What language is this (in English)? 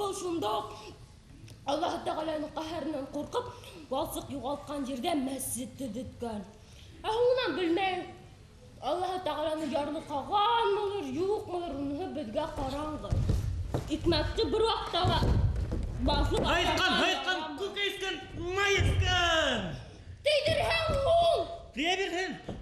Bashkir